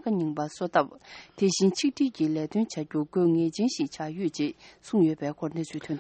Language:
Tibetan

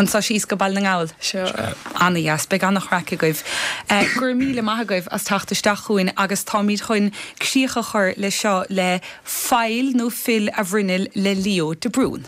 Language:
Irish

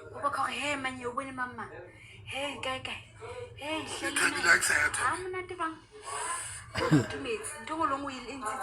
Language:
Southern Sotho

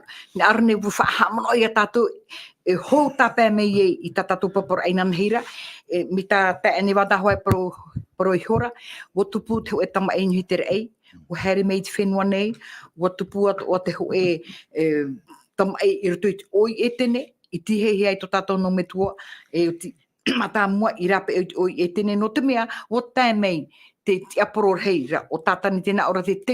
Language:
Tahitian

